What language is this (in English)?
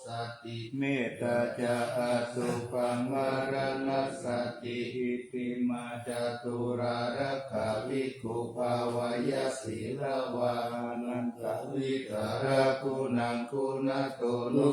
Pali